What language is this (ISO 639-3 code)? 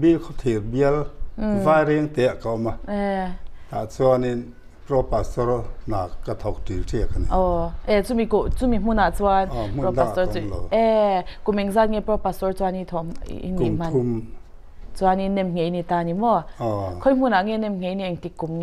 lus